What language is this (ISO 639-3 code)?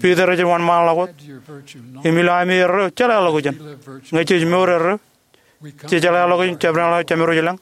mah